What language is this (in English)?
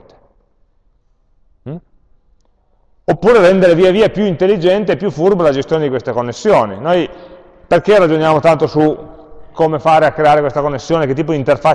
Italian